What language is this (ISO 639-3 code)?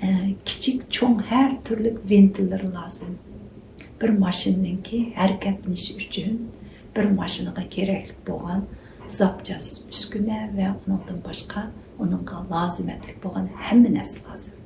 uig